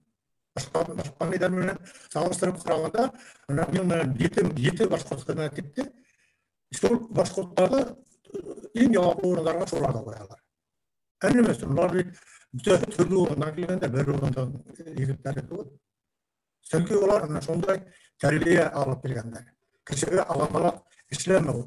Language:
Bashkir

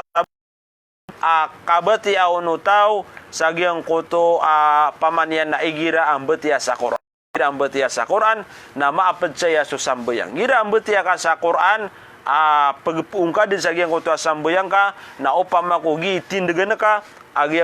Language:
Maranao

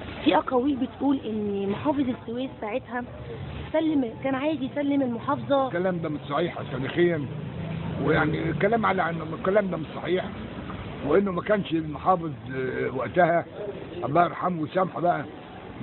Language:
Egyptian Arabic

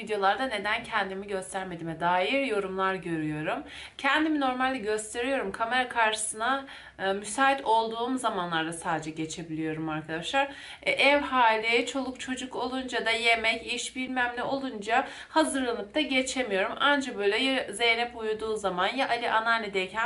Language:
Turkish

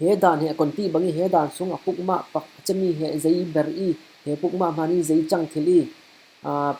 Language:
Falam Chin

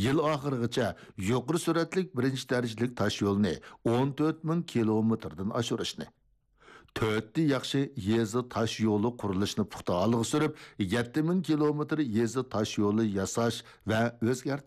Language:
Uyghur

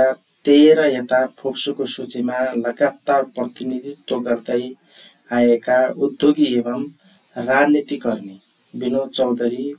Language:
Nepali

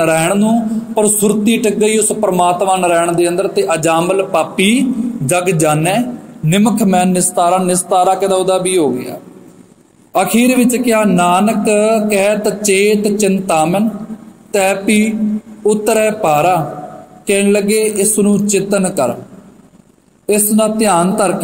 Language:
Punjabi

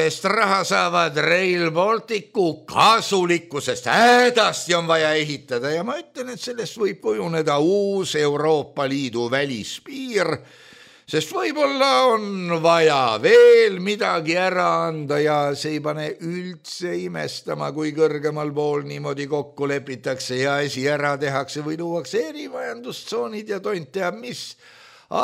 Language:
Estonian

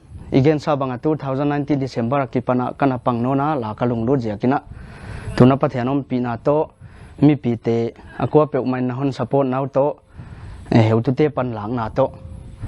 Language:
Paite Chin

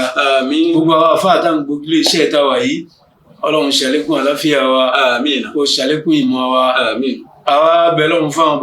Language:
Yoruba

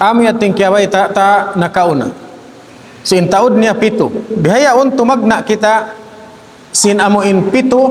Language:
Tausug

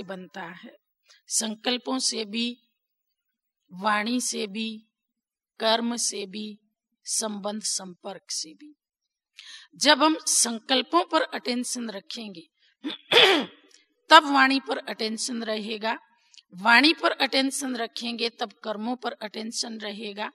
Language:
Hindi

